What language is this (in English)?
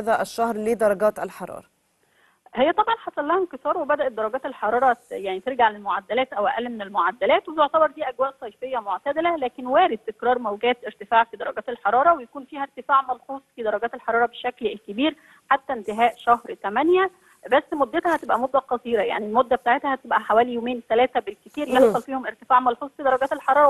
Egyptian Arabic